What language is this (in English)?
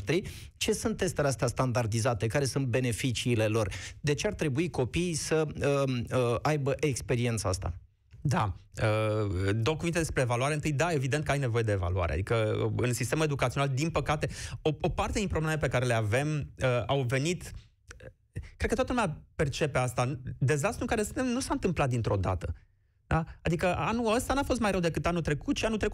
Romanian